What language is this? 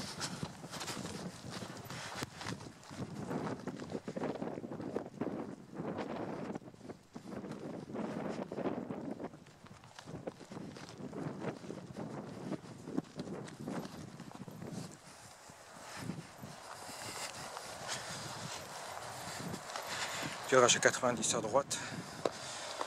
French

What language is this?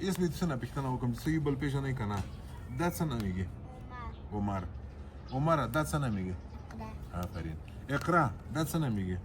Pashto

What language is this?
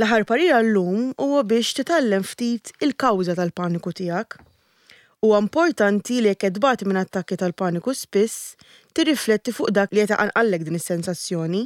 Maltese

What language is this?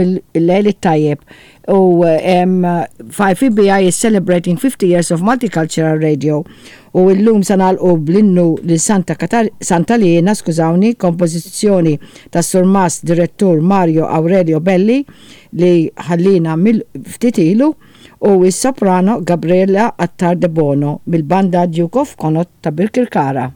Maltese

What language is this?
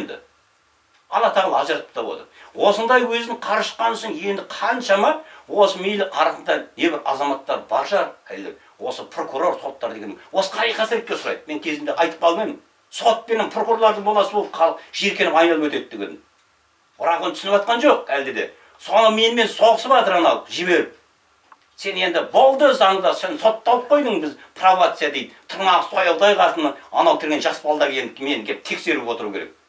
Kazakh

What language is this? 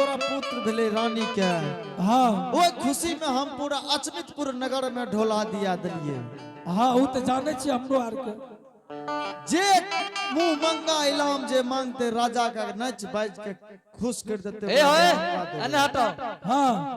Angika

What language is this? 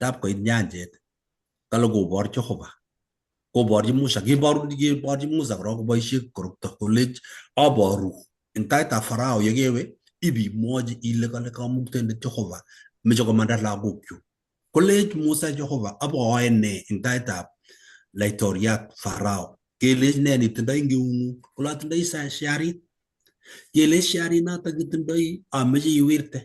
Kalenjin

